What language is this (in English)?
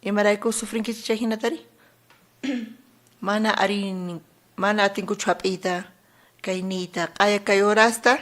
South Bolivian Quechua